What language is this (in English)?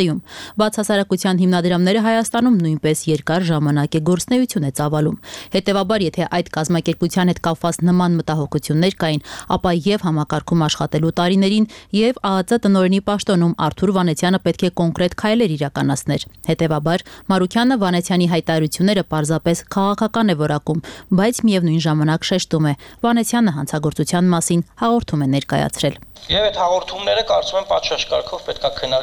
Armenian